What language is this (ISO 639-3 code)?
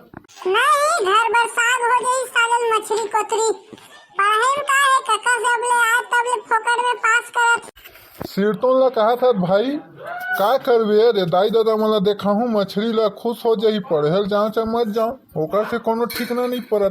hne